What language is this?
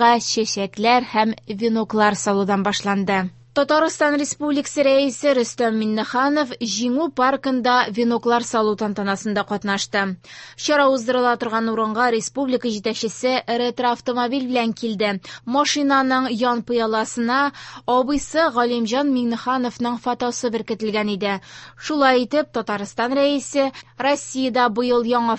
Tatar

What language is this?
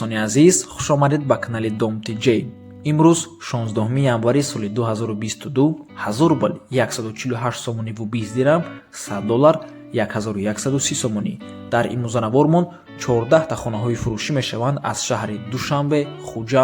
Tajik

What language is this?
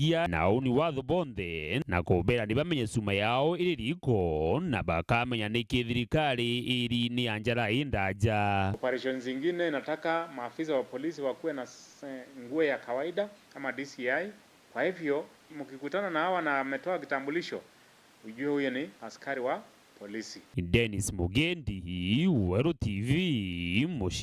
Meru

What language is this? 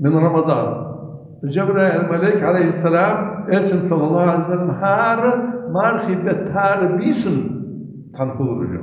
Ingush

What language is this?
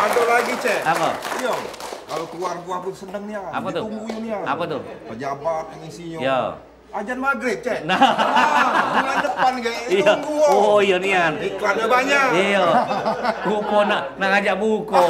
Musi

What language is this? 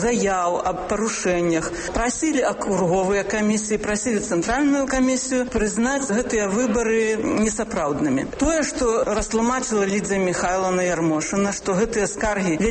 Belarusian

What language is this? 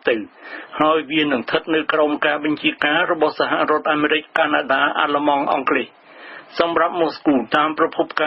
Khmer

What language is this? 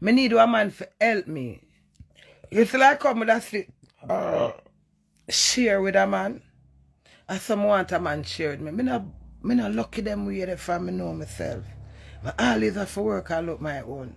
Jamaican Creole English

